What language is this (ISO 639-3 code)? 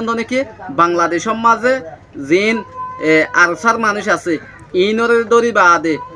rhg